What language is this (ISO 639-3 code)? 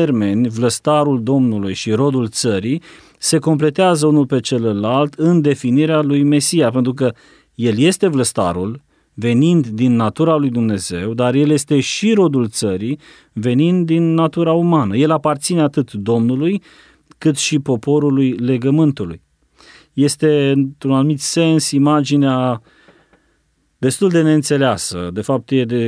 ron